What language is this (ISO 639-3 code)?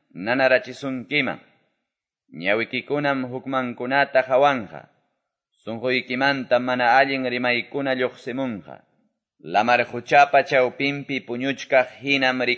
que